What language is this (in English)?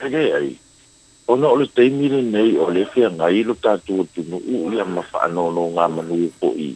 Samoan